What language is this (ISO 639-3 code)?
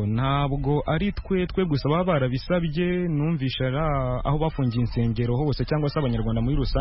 kin